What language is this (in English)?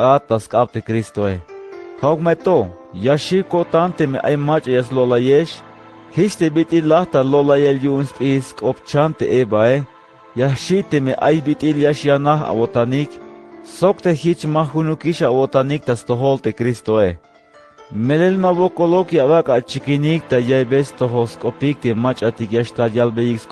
Tzeltal